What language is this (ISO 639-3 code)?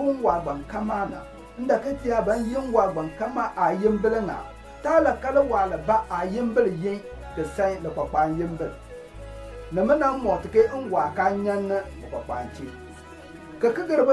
xon